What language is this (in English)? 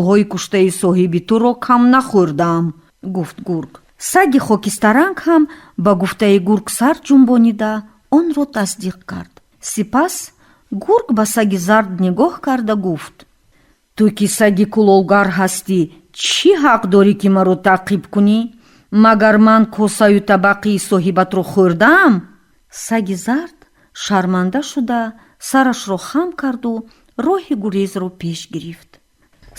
Tajik